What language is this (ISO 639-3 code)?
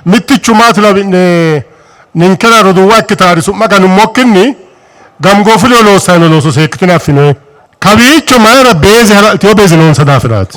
sid